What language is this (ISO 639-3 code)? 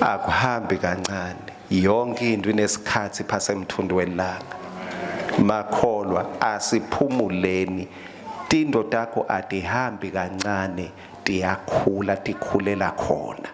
ssw